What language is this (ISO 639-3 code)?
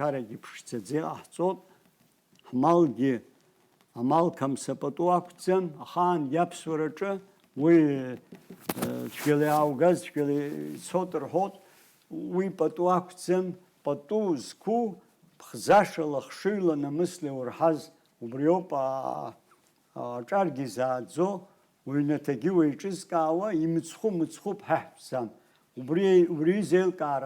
abk